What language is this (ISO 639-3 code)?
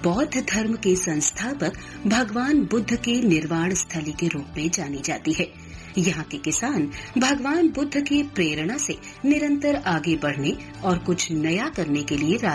hin